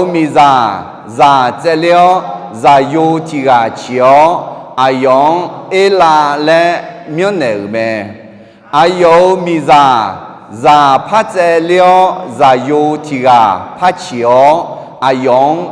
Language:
Akha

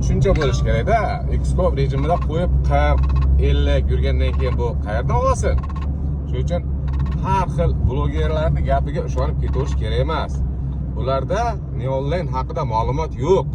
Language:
Uzbek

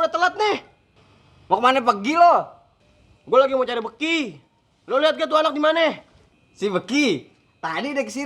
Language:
Betawi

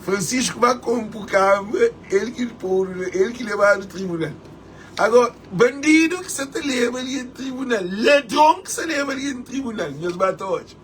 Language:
Kabuverdianu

